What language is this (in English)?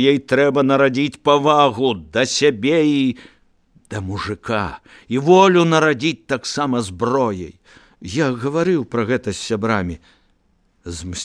Belarusian